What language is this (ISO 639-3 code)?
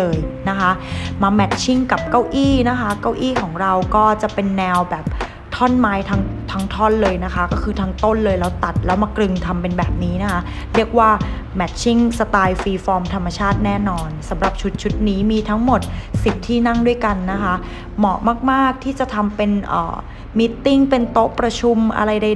tha